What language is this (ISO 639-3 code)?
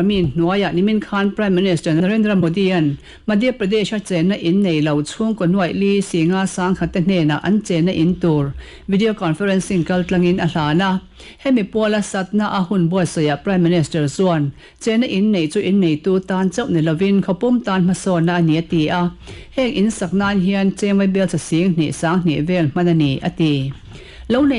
lus